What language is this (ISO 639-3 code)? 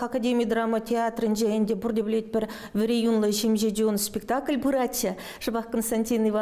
chv